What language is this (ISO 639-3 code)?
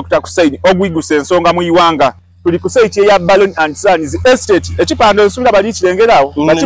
xog